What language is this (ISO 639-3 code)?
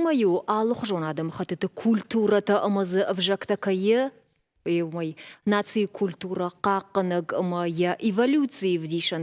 oss